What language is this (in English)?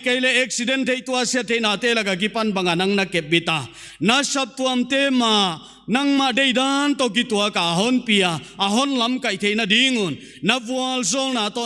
Paite Chin